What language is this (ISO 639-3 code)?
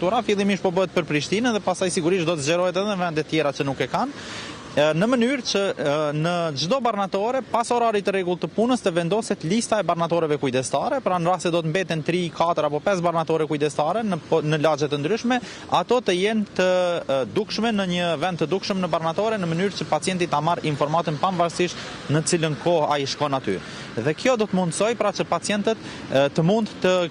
sqi